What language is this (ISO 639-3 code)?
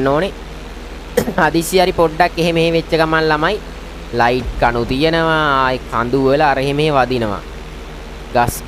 sin